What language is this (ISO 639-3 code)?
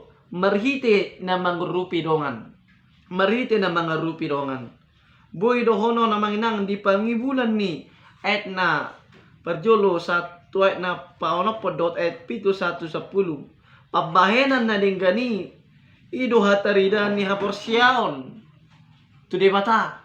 bbc